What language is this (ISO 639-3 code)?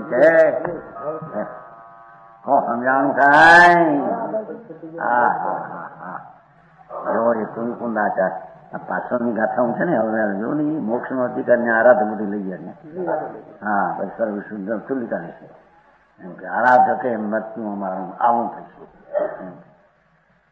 guj